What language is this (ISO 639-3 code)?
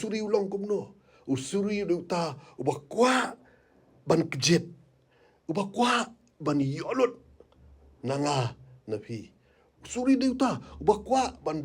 kha